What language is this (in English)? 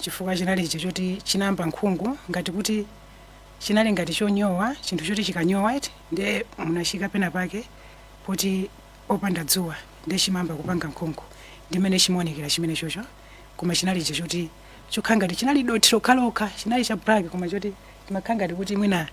Nyanja